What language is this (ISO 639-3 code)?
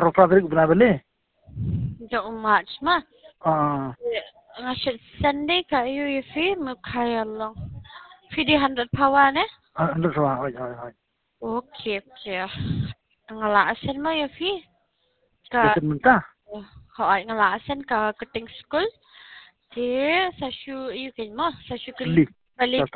kha